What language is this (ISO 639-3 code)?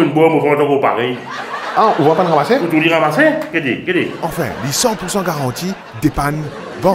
mfe